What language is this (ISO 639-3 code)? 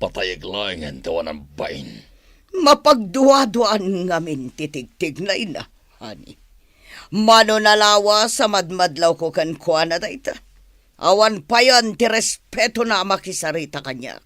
ilo